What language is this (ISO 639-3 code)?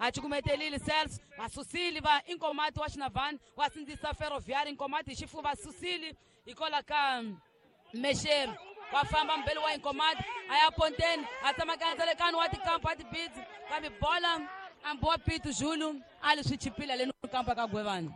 tso